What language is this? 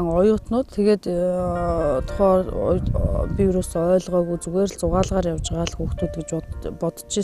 Mongolian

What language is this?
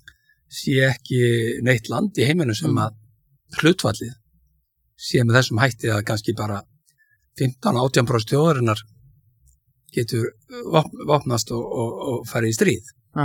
Icelandic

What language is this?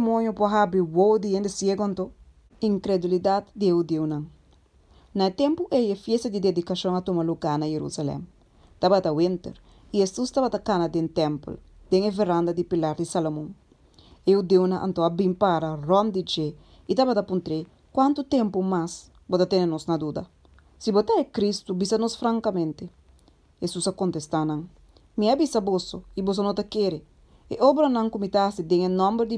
Papiamento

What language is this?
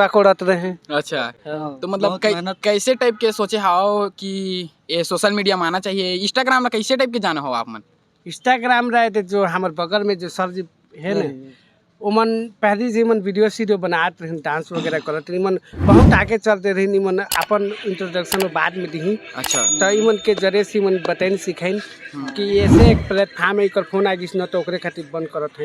Chhattisgarhi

